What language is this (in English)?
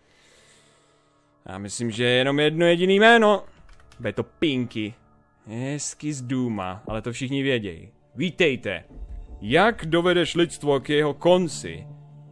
Czech